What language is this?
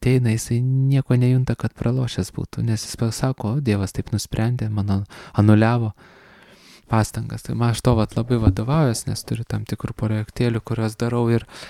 Lithuanian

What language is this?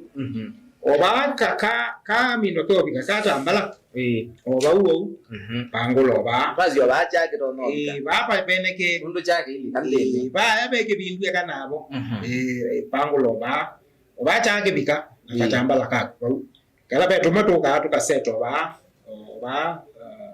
Kamba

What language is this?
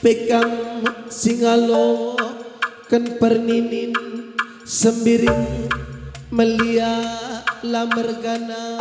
Batak Karo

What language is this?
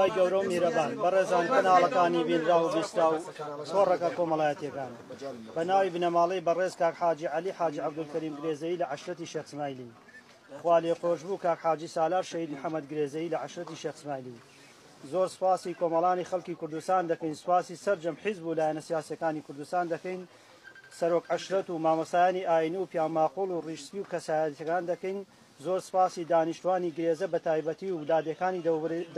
Central Kurdish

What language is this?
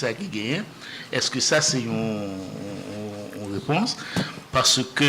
Haitian Creole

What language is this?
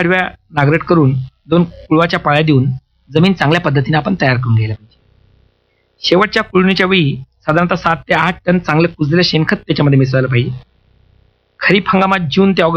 Marathi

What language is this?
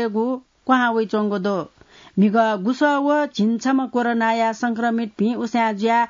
Newari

